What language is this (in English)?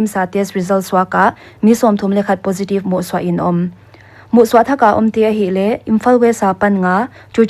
Paite Chin